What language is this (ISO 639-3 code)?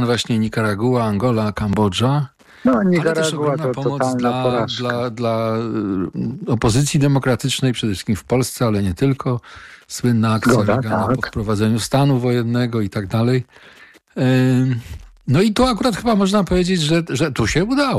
pol